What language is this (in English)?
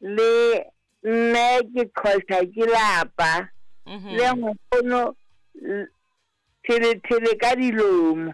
Southern Sotho